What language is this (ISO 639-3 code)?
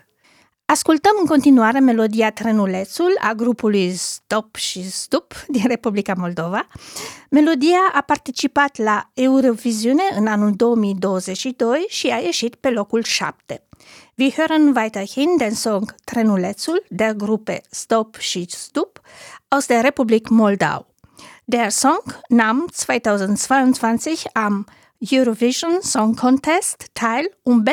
ron